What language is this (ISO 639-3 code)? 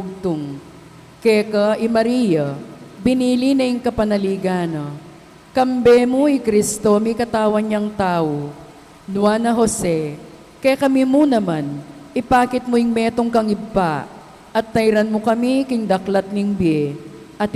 pam